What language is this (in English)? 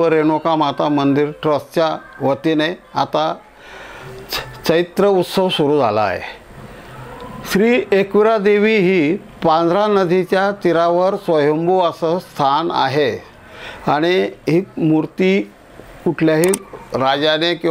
Marathi